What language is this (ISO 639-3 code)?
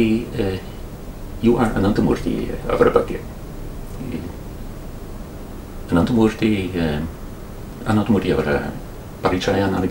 kan